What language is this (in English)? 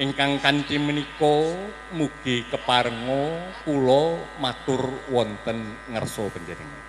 Javanese